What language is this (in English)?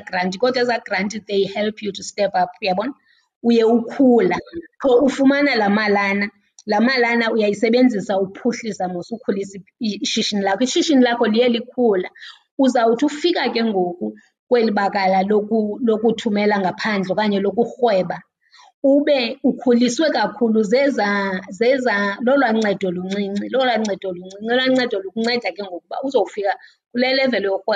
Xhosa